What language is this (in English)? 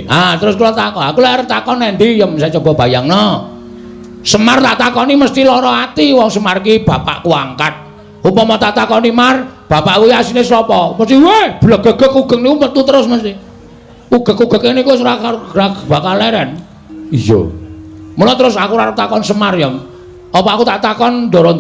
Javanese